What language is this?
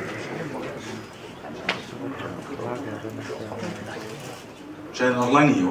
Dutch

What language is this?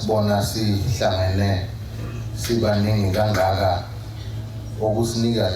Zulu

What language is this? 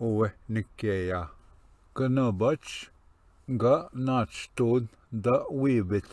Ojibwa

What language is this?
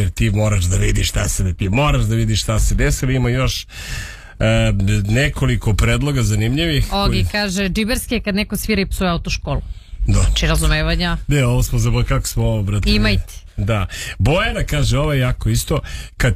Serbian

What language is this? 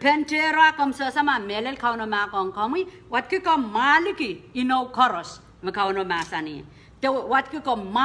Pohnpeian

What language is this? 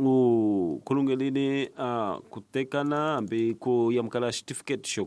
Tsonga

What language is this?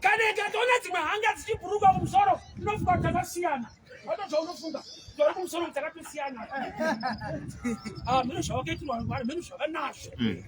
Shona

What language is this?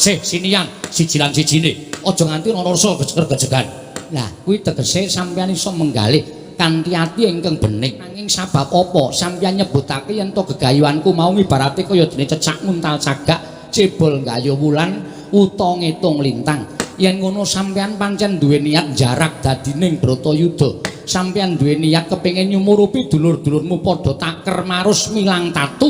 Javanese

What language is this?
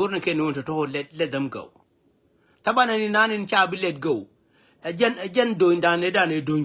Nuer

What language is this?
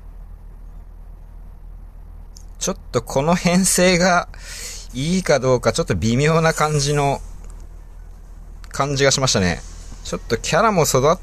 Japanese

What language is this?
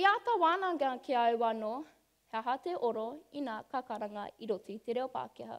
Māori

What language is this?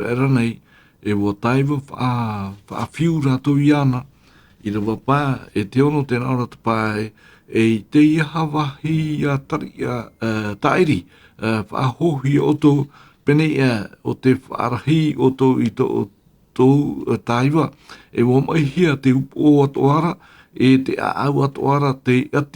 Tahitian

